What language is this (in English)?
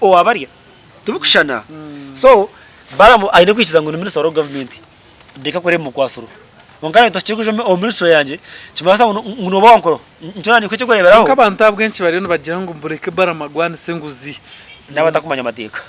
Nyankole